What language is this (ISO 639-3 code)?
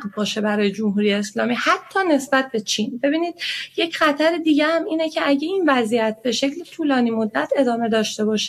fas